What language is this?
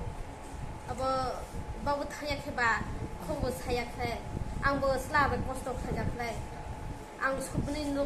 Riang (India)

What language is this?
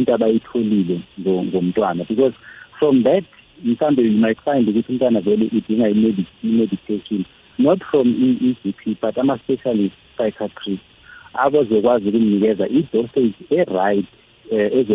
South Ndebele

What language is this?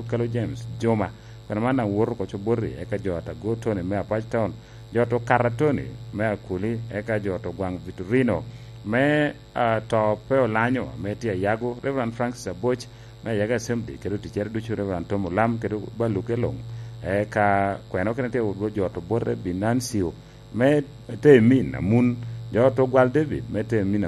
Lango (Uganda)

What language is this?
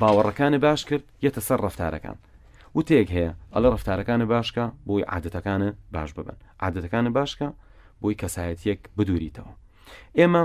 Central Kurdish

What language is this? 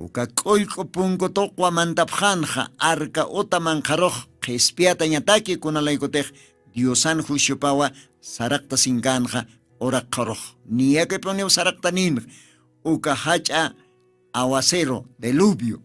Aymara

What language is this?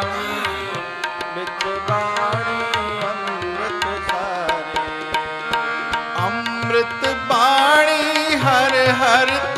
Punjabi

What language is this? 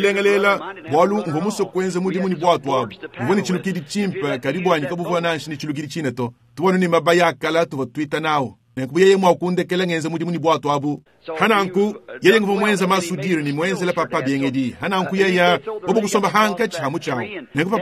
Luba-Lulua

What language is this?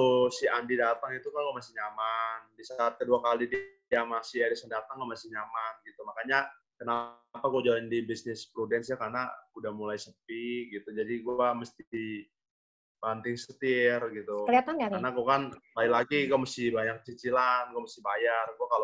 Indonesian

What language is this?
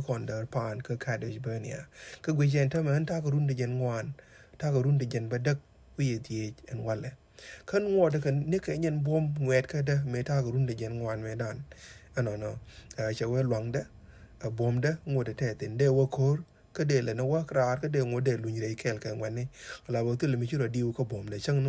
Nuer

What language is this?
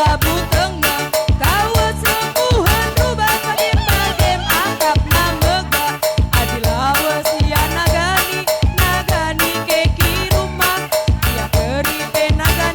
Batak Karo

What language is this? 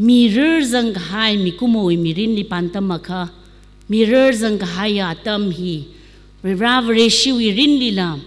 Tangkhul Naga (India)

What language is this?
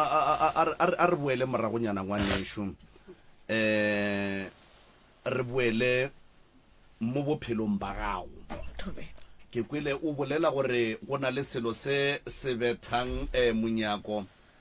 Northern Sotho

